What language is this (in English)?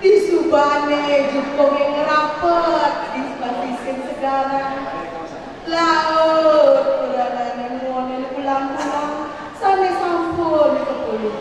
Balinese